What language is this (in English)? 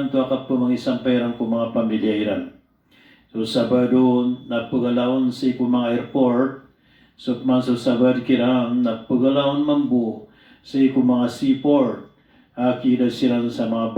Maranao